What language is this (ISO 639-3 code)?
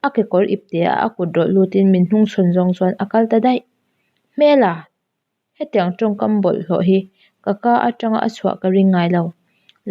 lus